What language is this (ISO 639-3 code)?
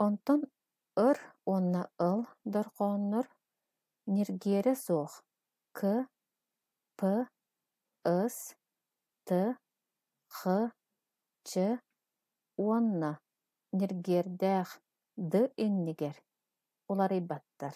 sah